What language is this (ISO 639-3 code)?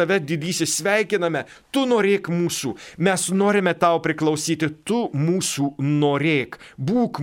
lit